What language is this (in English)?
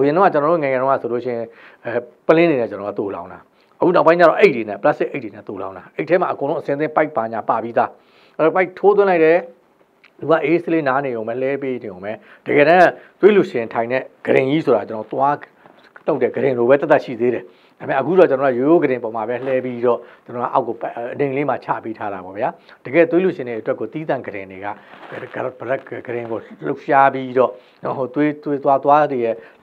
Burmese